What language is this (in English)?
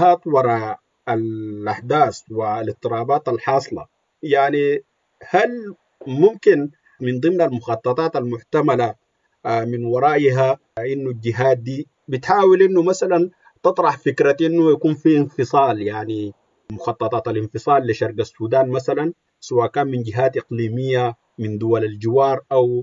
Sudanese Arabic